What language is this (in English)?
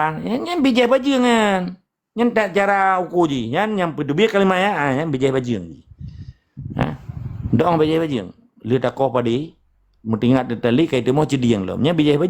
Achinese